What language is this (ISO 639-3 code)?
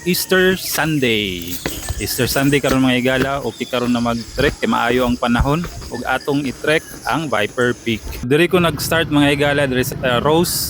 ceb